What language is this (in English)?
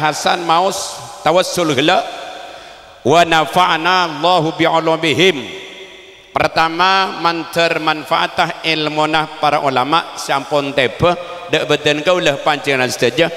Madurese